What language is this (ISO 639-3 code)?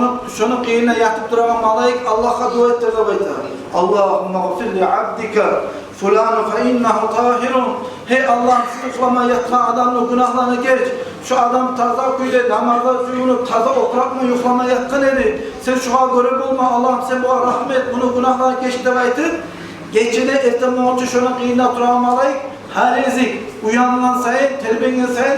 kum